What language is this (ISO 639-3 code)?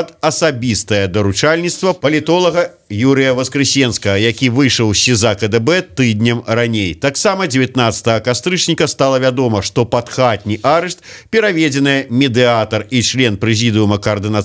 bel